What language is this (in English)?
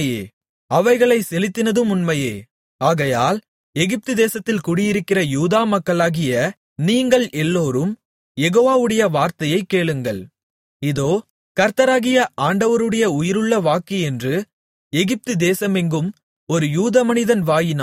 Tamil